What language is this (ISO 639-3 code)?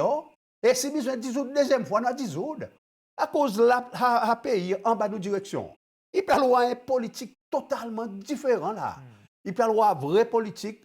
crs